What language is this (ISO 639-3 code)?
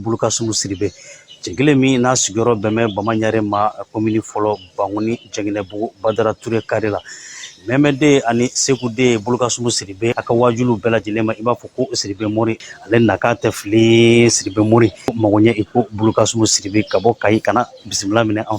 bam